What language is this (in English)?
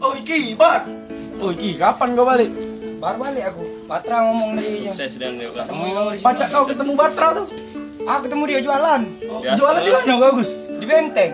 Musi